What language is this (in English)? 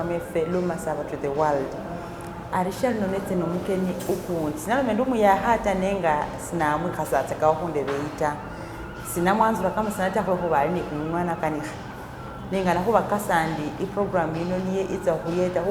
Masaaba